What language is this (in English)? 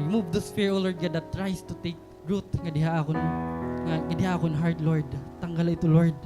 Waray